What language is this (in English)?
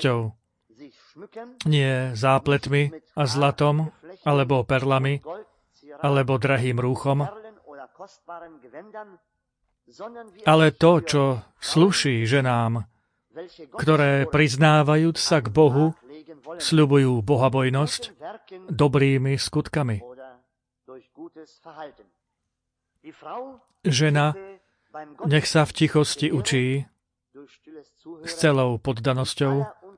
Slovak